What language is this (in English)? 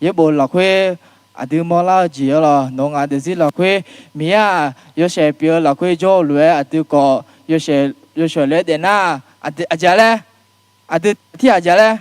Akha